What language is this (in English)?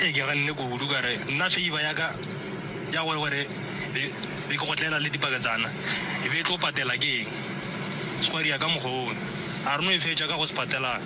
Northern Sotho